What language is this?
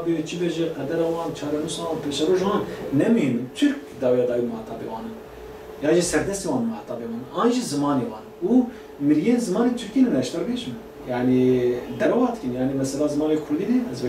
Kurdish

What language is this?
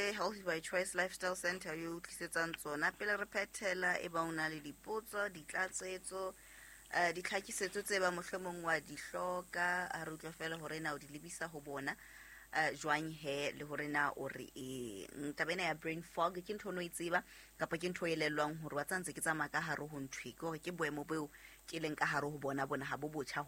Southern Sotho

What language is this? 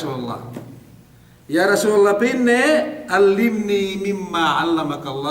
Yakan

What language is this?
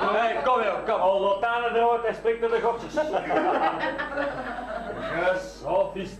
Dutch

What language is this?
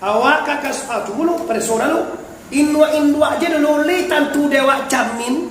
Minangkabau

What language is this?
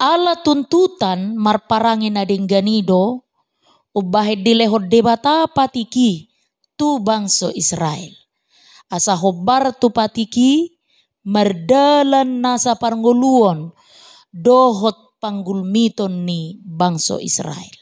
Batak Toba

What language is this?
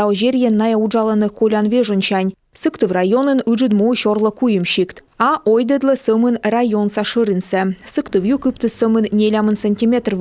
Komi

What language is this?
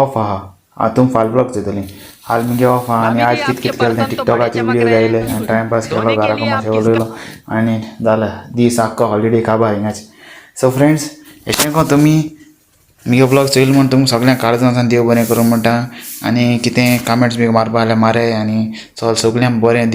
Konkani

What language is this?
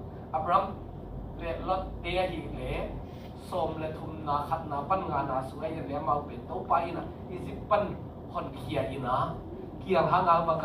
Tedim Chin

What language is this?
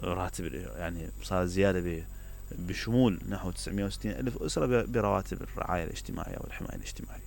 Mesopotamian Arabic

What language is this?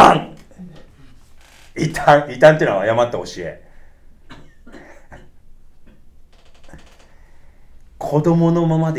Japanese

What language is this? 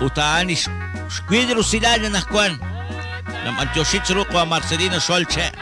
Kekchí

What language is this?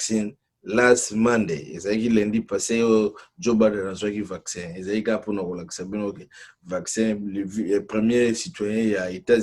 Lingala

